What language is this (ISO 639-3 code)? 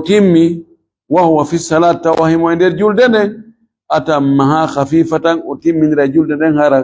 ful